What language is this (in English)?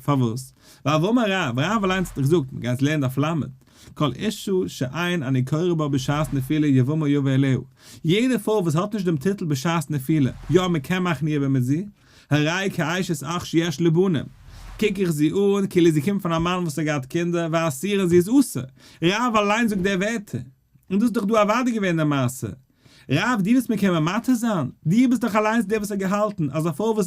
Yiddish